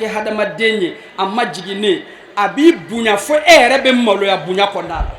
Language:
Bambara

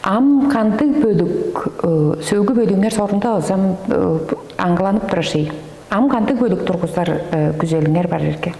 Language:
Tuvinian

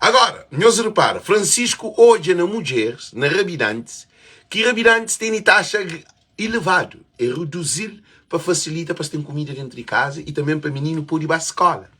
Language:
Kabuverdianu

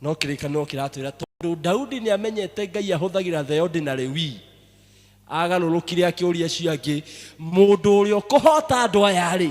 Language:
Kikuyu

